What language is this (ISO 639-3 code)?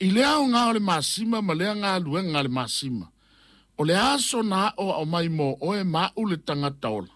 smo